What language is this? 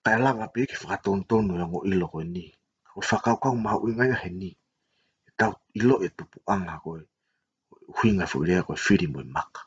Tongan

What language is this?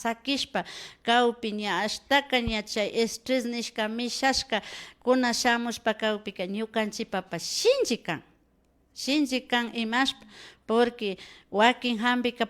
Imbabura Highland Quichua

